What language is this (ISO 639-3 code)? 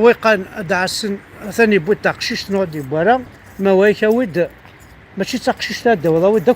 kab